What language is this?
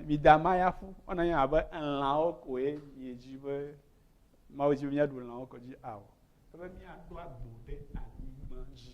Ewe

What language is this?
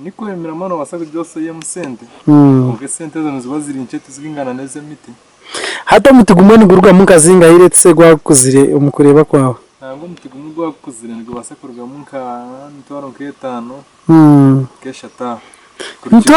Nyankole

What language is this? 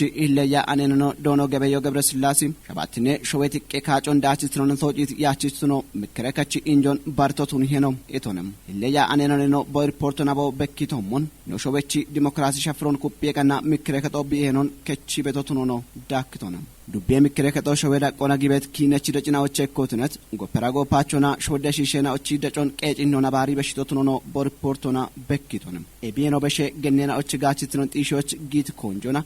Kafa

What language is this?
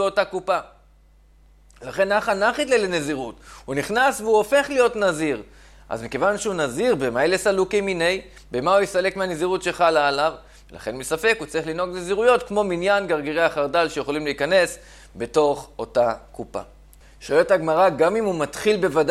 Hebrew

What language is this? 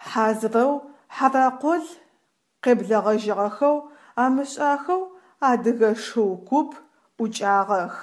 Adyghe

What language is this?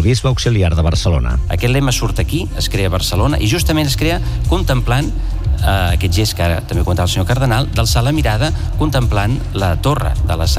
Catalan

